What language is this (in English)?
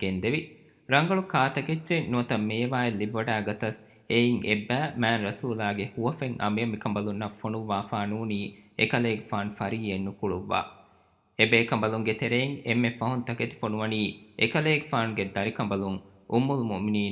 Divehi